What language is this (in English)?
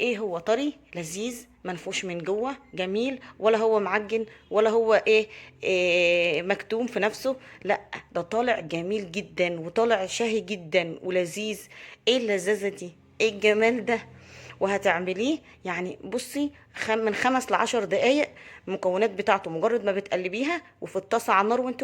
Egyptian Arabic